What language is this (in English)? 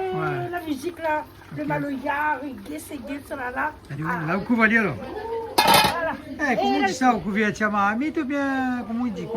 Réunion Creole French